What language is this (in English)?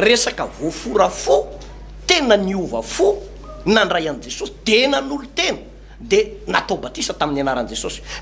Malagasy